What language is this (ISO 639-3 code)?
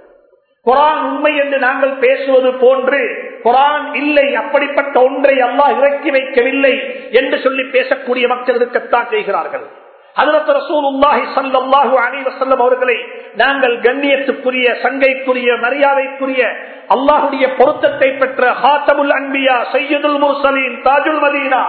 tam